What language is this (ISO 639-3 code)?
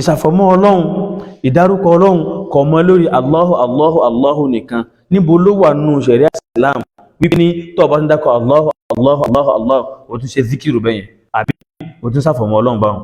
yor